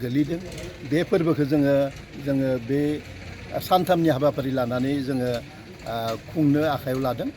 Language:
Bodo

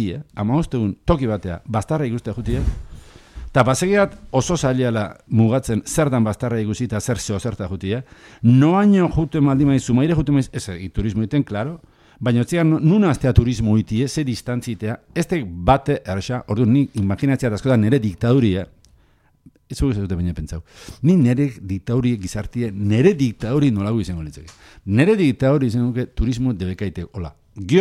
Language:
Basque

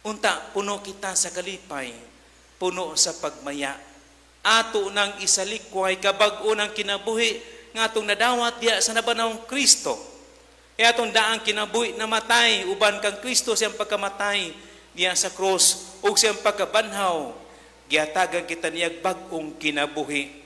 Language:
Cebuano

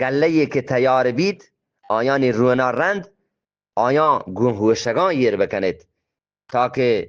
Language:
Eastern Balochi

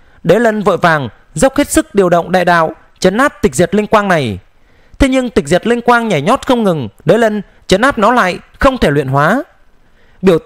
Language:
Vietnamese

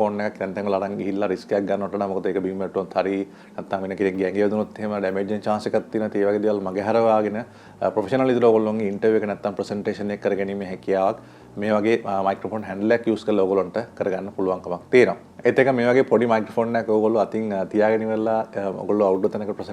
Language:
Sinhala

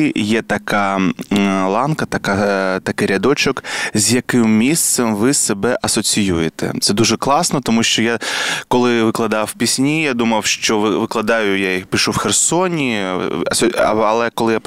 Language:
Ukrainian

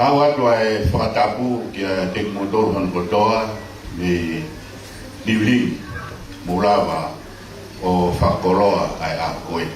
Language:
Tongan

